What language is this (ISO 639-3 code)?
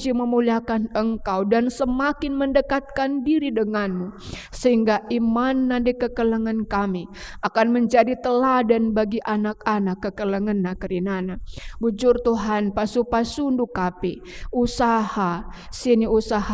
btx